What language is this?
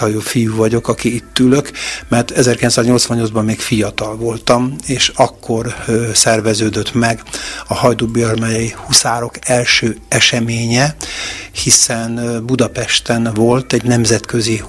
Hungarian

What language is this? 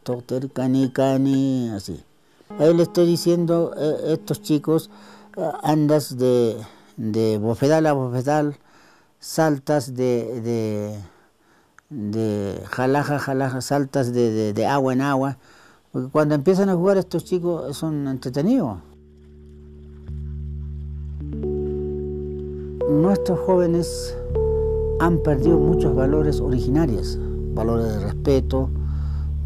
Spanish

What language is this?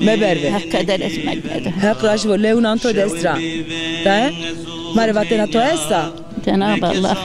Zaza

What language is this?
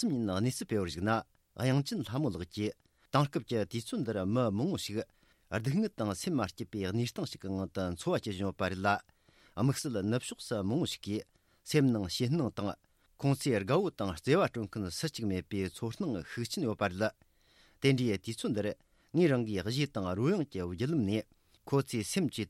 Tibetan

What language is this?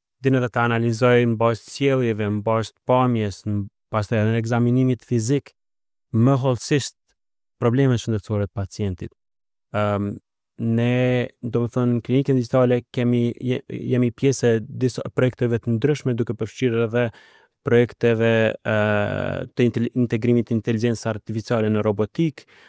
Albanian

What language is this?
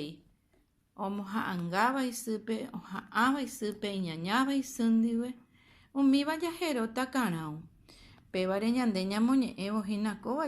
Guarani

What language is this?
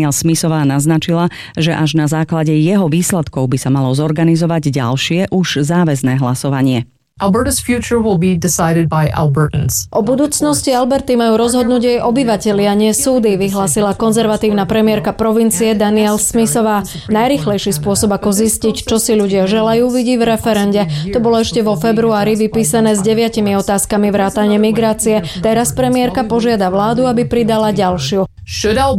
Slovak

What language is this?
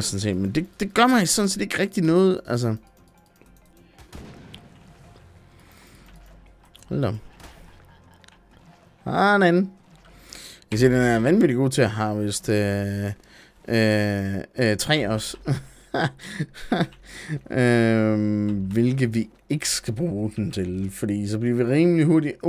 Danish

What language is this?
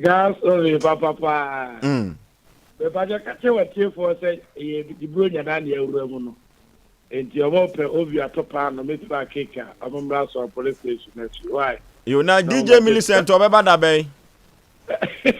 Akan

